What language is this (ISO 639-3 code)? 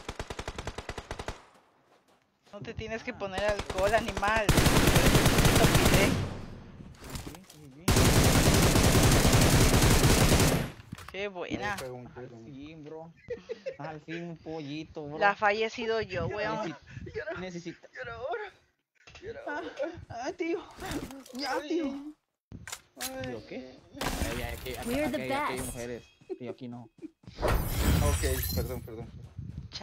spa